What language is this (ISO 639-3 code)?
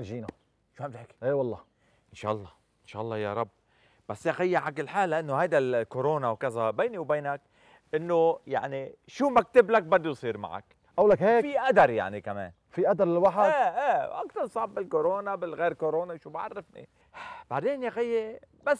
apc